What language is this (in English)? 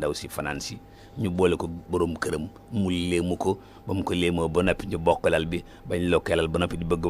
Wolof